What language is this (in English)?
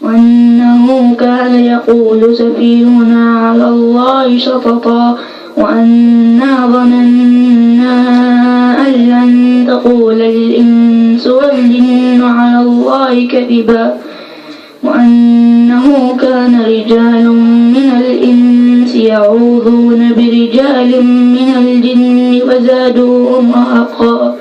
Tausug